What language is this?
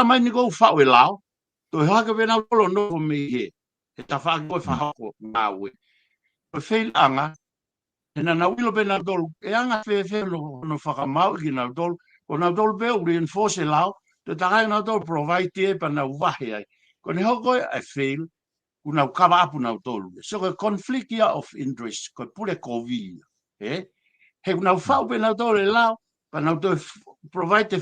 Tongan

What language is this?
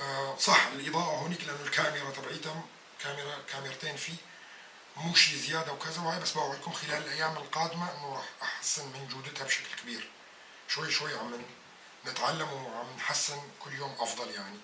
North Levantine Arabic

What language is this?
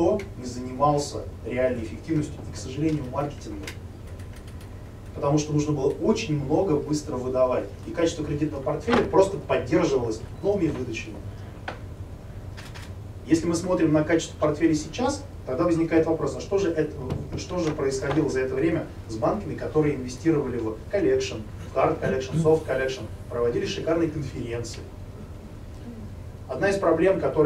Russian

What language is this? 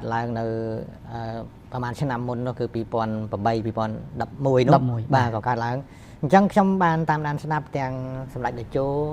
Khmer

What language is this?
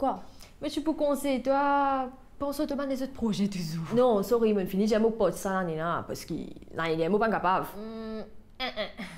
Morisyen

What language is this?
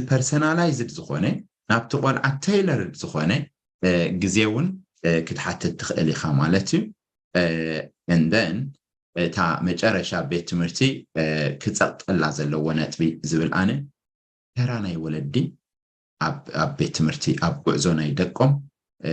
Tigrinya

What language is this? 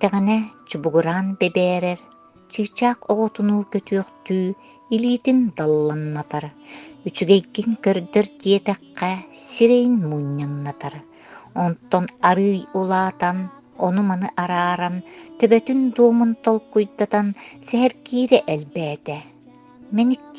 Yakut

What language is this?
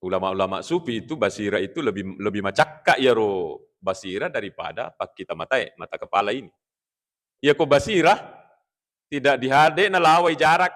Buginese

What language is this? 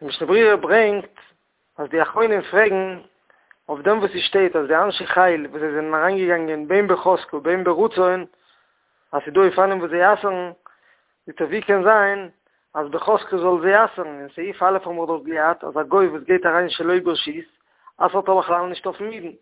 Yiddish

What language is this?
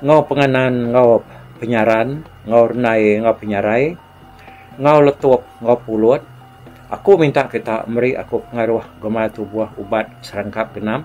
Iban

